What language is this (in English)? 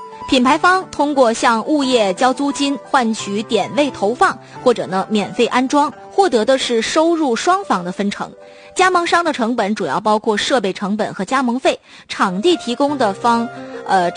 Chinese